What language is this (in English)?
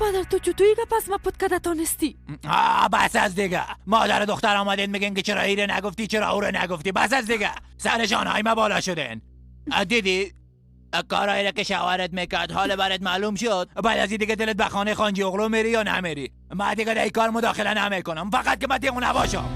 Persian